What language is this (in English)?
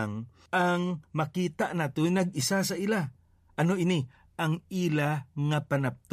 Hiligaynon